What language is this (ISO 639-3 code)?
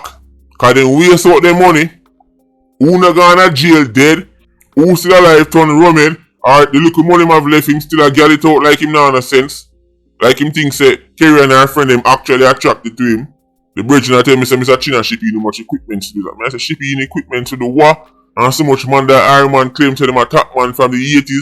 jam